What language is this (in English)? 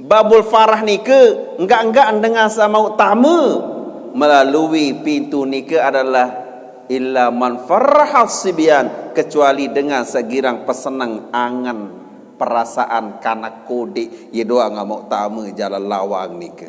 Sasak